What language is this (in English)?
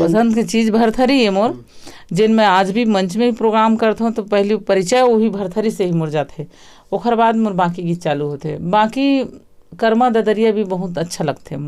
Chhattisgarhi